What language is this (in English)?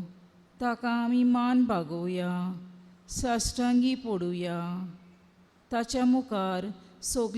Konkani